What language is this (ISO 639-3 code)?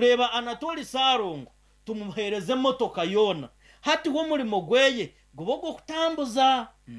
nyn